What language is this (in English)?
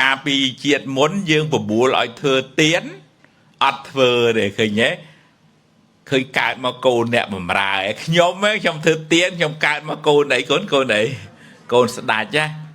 Khmer